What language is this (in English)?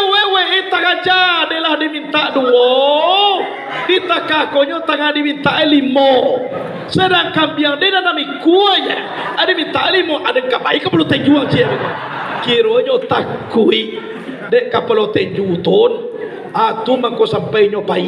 Minangkabau